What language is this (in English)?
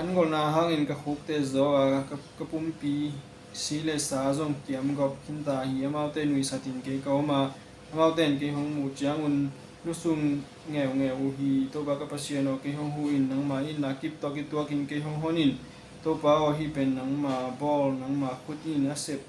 Tedim Chin